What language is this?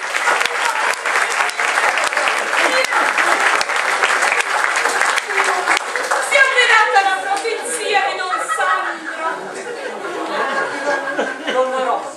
Italian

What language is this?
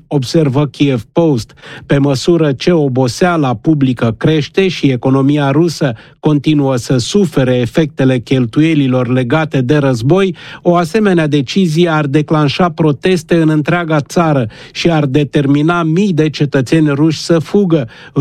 Romanian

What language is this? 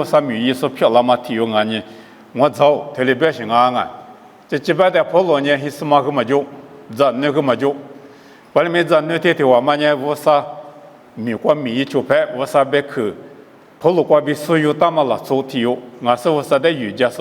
Lisu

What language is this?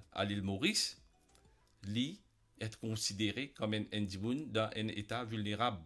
Morisyen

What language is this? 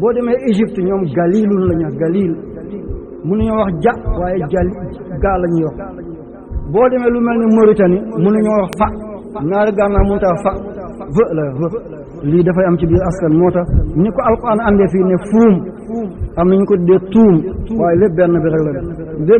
Wolof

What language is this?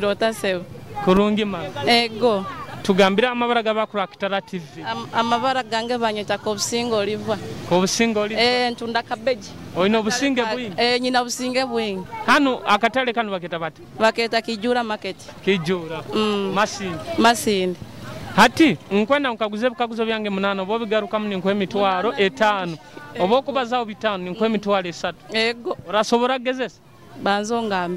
Nyoro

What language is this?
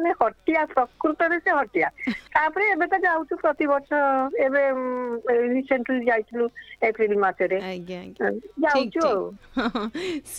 Odia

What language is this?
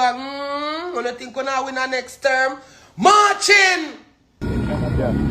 Jamaican Creole English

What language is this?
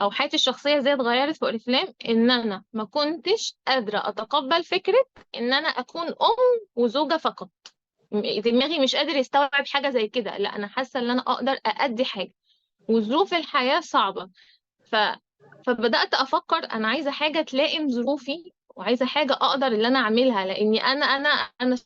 Egyptian Arabic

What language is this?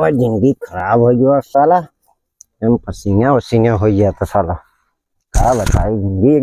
Awadhi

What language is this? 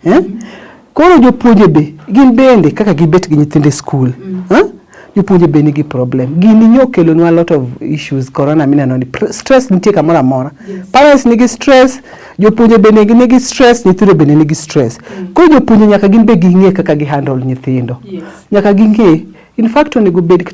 Luo (Kenya and Tanzania)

